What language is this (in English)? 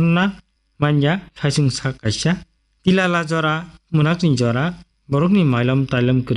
Kok Borok